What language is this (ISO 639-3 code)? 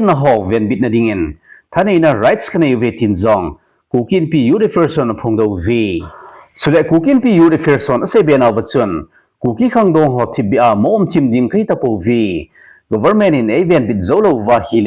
tcz